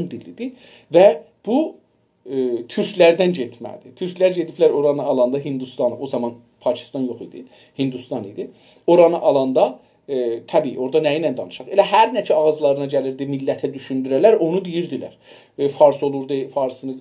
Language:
South Azerbaijani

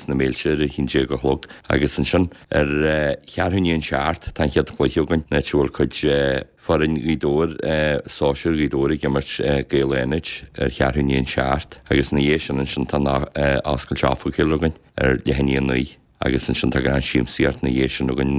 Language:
Irish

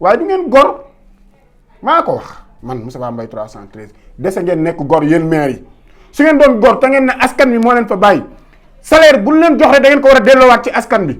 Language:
Wolof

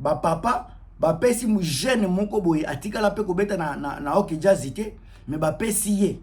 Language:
Lingala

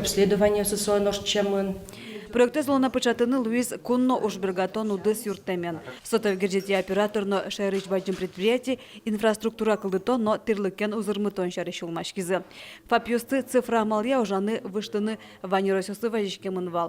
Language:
Udmurt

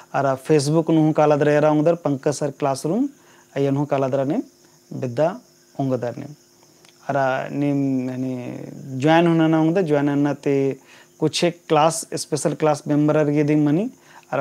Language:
Kurukh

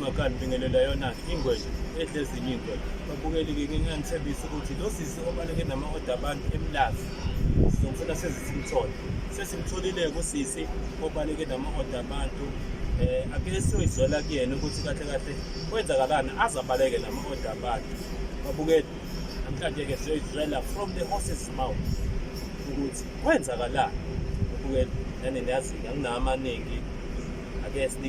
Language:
Zulu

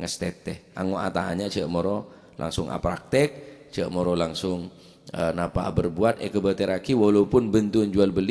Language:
Madurese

